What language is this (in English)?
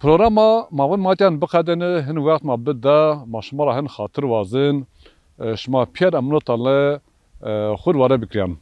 Zaza